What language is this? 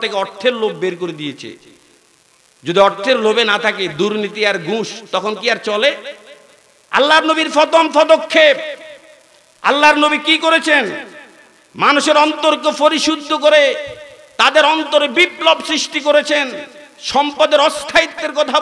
Bangla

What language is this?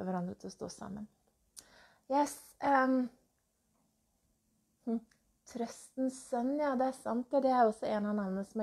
Norwegian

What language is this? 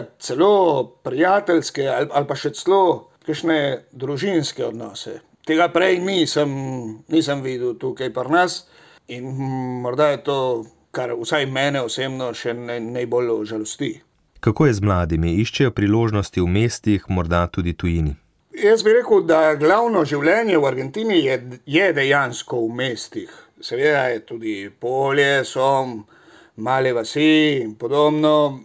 Slovenian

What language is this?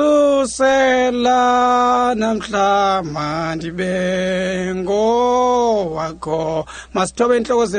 Xhosa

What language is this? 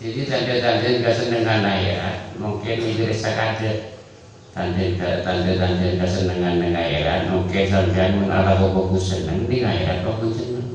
Madurese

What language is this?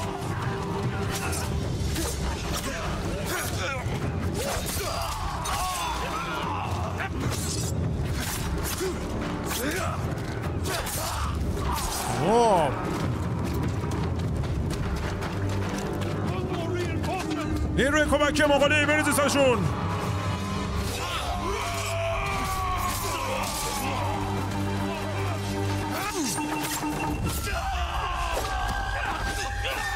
Persian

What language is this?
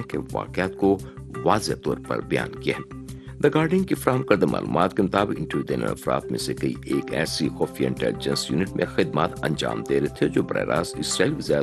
Urdu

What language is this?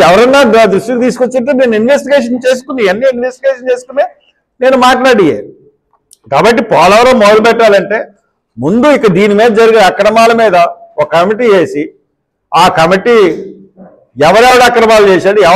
Telugu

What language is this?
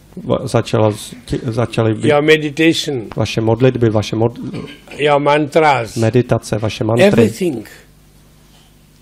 Czech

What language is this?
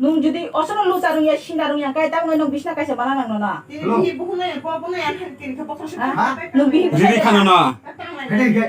Kok Borok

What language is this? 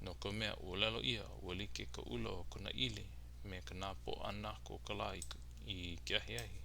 Hawaiian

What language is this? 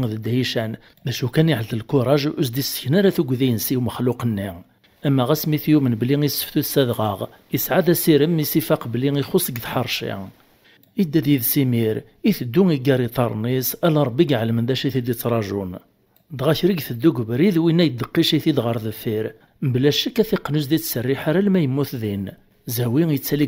Kabyle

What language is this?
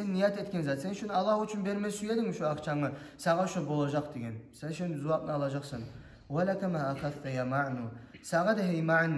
Kumyk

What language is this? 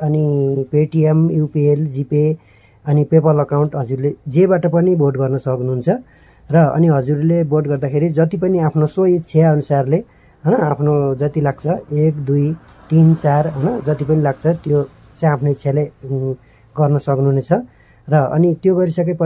Nepali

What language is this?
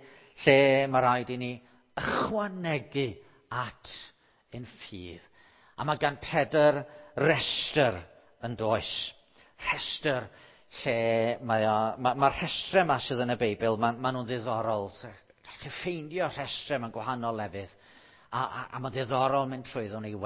Welsh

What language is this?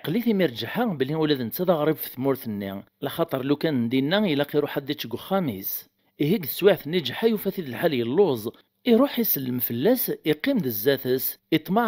Kabyle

